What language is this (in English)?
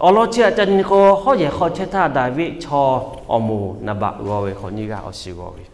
Lahu